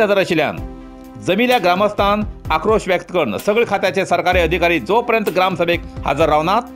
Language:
Konkani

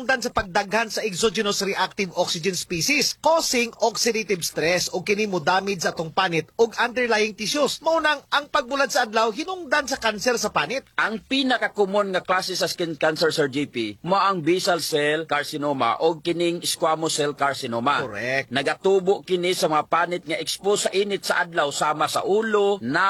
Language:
Cebuano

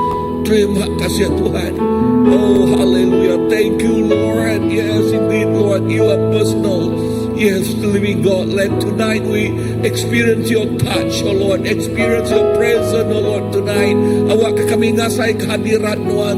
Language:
Iban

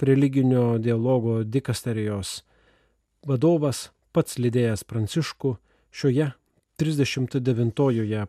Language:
Lithuanian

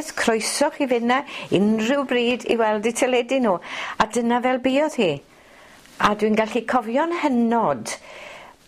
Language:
Welsh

